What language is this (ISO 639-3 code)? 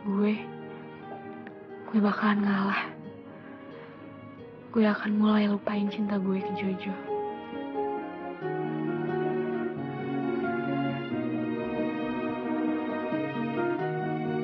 ind